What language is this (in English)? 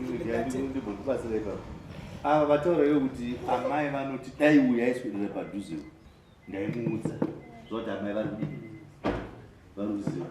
Shona